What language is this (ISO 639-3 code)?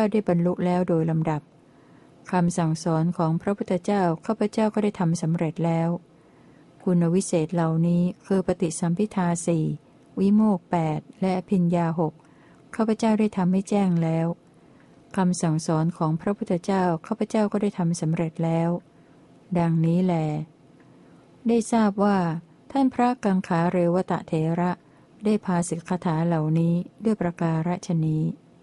tha